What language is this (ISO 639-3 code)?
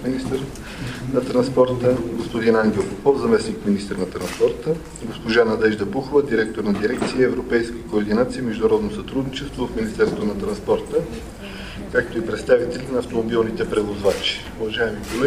bul